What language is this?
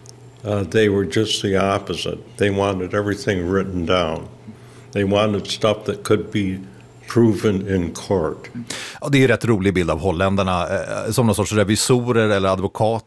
Swedish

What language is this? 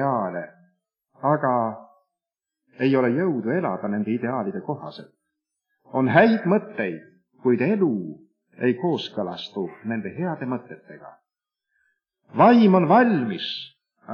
Estonian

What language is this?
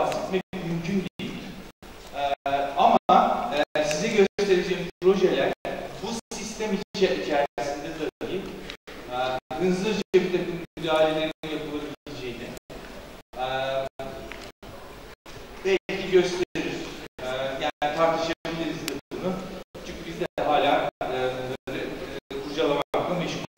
Turkish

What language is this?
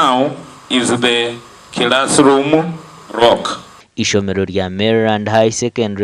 Nyankole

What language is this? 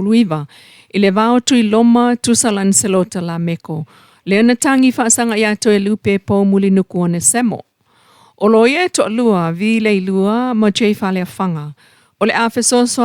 Samoan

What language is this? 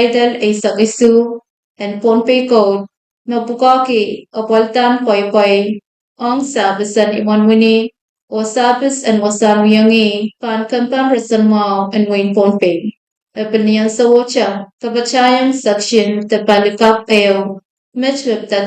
Pohnpeian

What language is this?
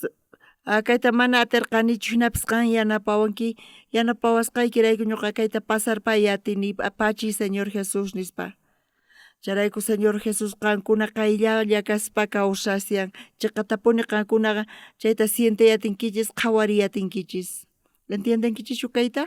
South Bolivian Quechua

